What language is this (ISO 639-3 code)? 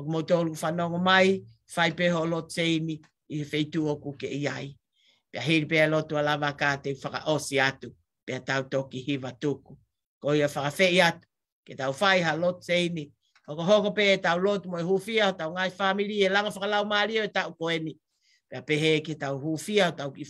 ton